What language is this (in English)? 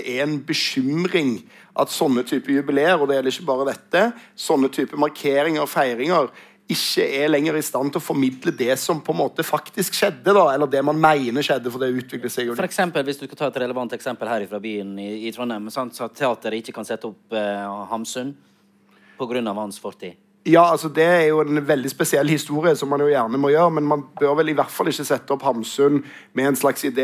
Norwegian